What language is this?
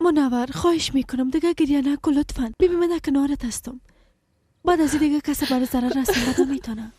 Persian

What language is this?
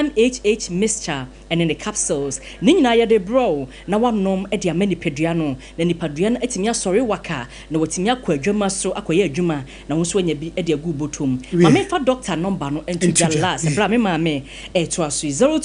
Akan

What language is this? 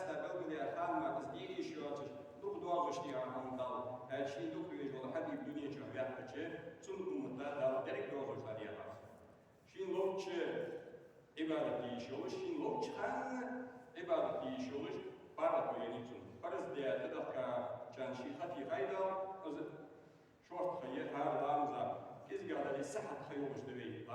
Ingush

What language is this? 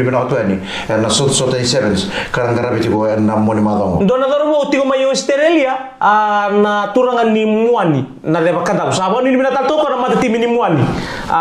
Fijian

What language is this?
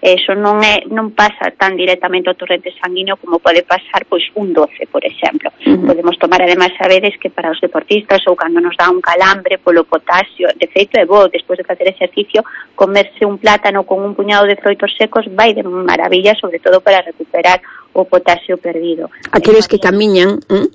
Galician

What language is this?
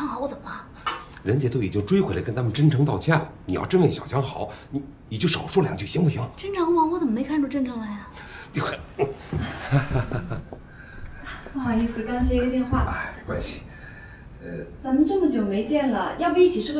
Chinese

